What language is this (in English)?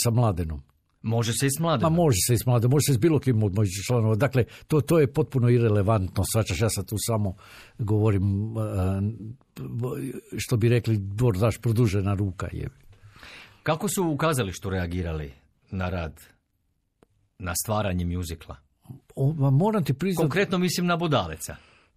Croatian